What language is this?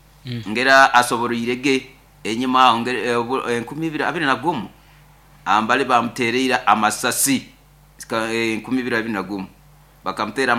Nyoro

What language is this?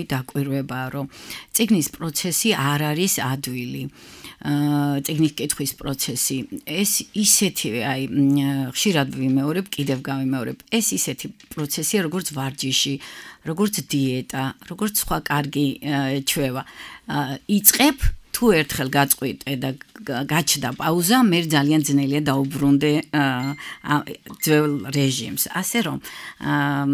Georgian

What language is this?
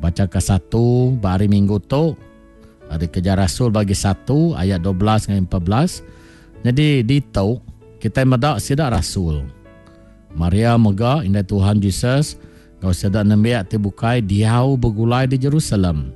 Iban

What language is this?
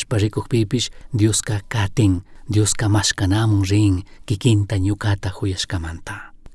Chimborazo Highland Quichua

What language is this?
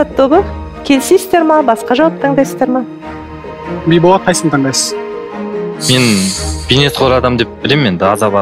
Kazakh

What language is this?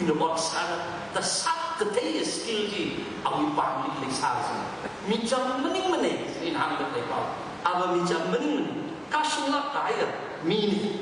Tangkhul Naga (India)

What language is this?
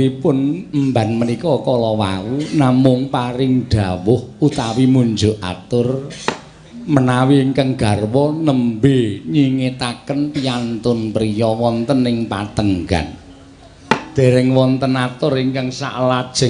Javanese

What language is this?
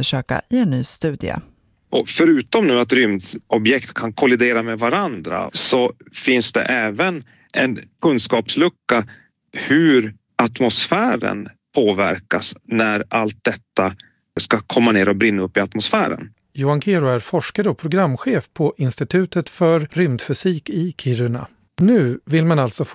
Swedish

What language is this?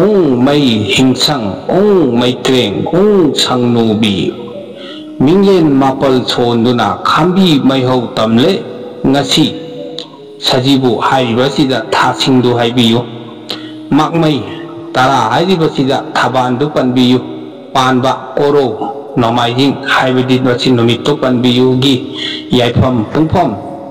Manipuri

